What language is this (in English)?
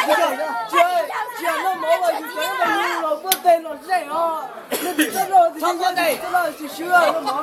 Hmong